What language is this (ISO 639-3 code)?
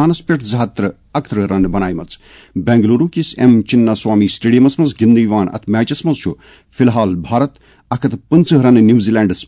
kas